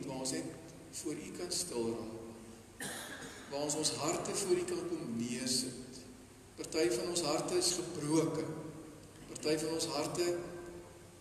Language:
Afrikaans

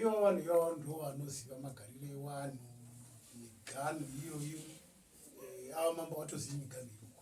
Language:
Shona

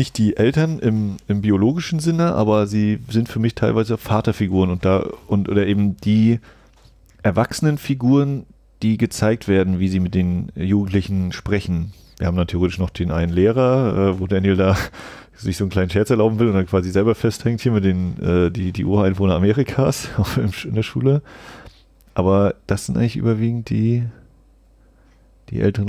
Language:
German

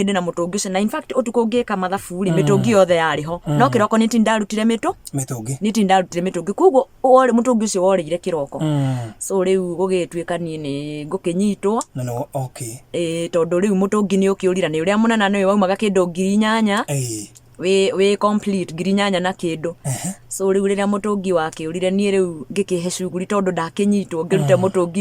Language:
Kikuyu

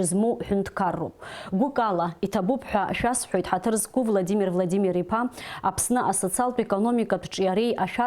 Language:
Abkhazian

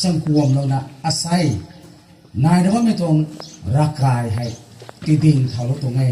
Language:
Rongmei Naga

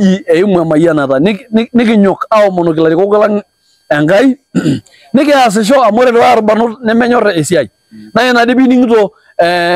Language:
Masai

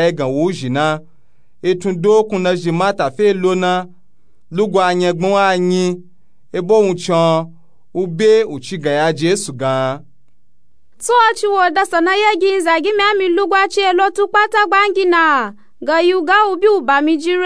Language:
Nupe-Nupe-Tako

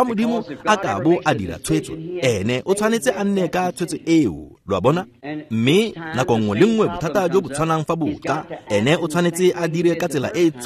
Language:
Tswana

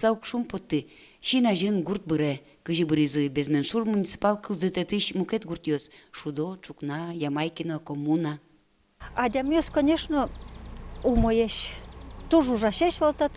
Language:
Udmurt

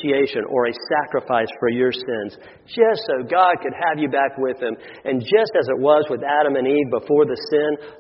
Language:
English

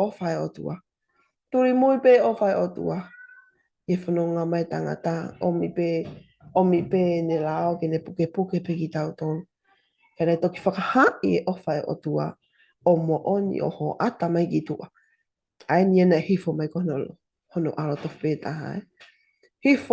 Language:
Tongan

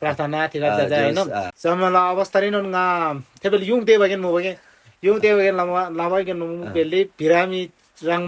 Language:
Eastern Tamang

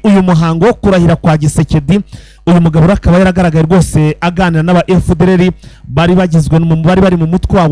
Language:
Kinyarwanda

